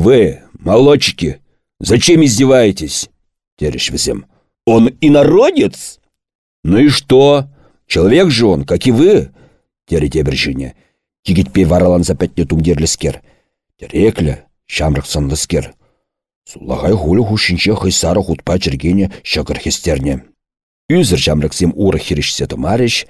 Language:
Chuvash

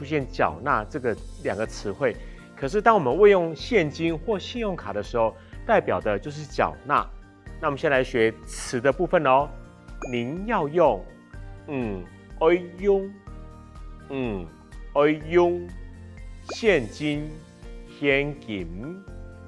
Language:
Hakka Chinese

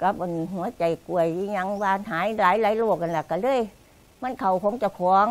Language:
Lao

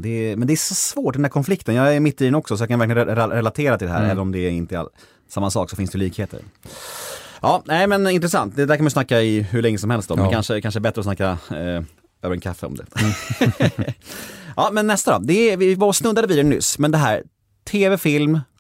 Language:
Swedish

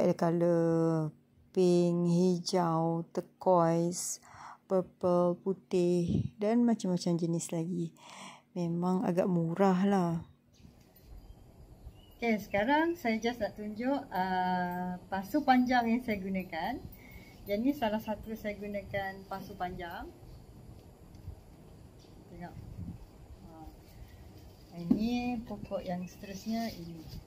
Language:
Malay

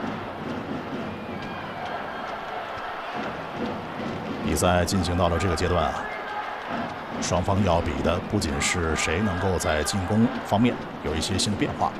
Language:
Chinese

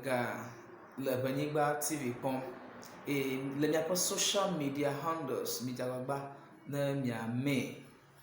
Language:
Ewe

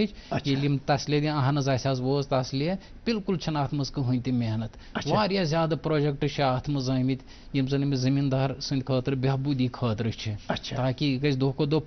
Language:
Kashmiri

